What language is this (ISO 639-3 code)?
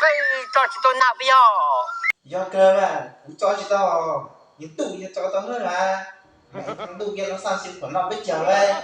hmn